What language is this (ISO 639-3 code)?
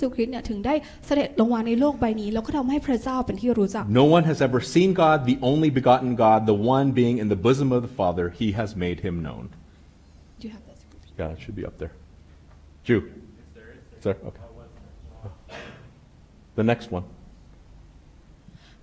tha